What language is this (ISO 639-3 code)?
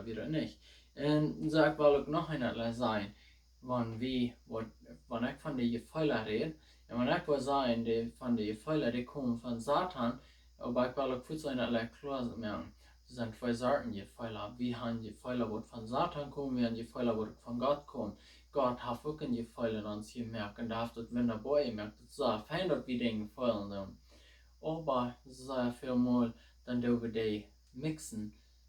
pdt